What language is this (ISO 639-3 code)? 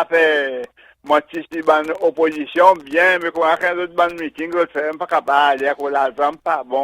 crs